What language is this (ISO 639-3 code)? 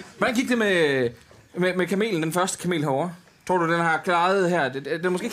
dan